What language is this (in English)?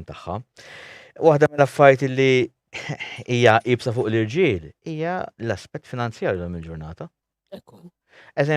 Maltese